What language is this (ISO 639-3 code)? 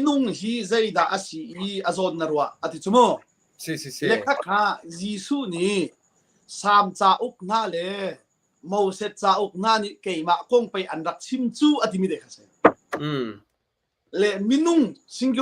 cnh